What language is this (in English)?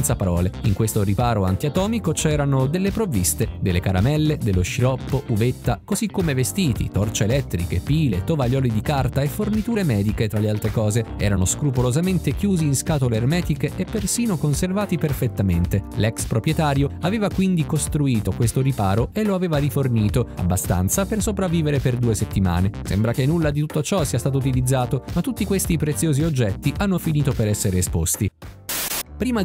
Italian